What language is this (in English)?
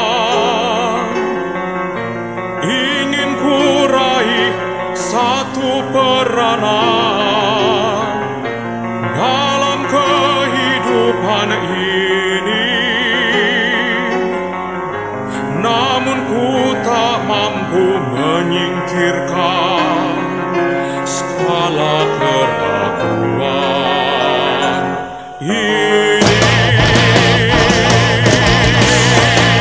Indonesian